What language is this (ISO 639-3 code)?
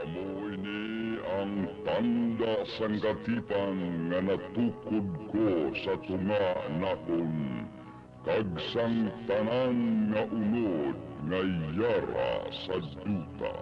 hil